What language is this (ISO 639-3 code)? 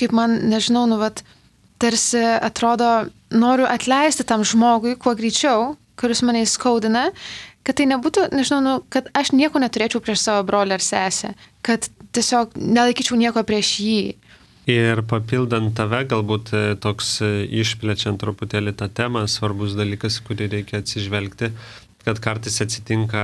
lit